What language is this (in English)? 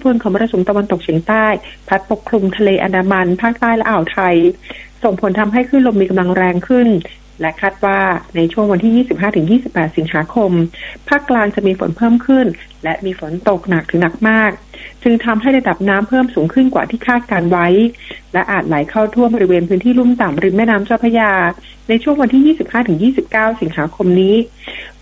Thai